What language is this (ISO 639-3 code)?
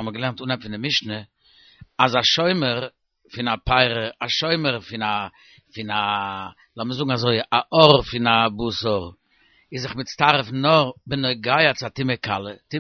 yid